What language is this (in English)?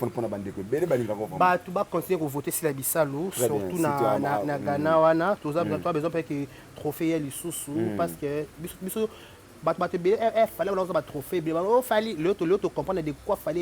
Lingala